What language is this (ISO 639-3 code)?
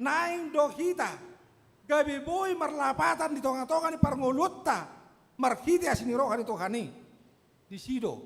bbc